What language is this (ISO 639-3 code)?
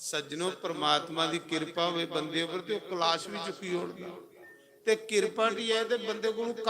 doi